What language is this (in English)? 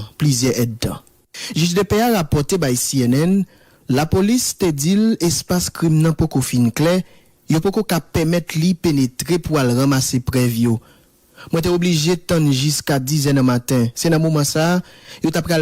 Haitian Creole